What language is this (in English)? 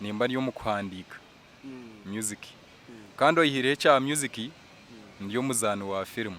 Nyankole